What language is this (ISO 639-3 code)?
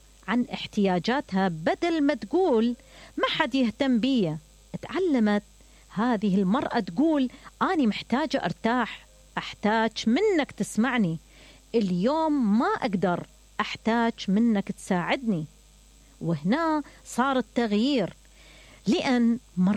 acm